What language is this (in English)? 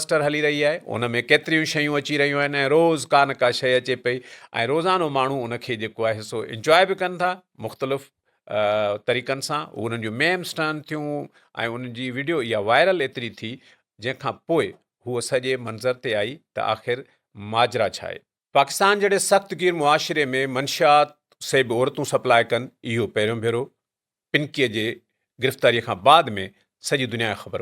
Sindhi